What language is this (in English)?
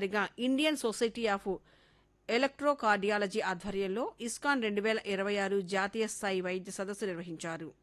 Telugu